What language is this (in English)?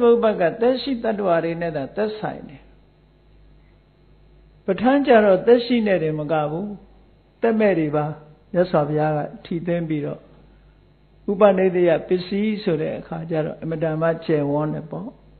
Burmese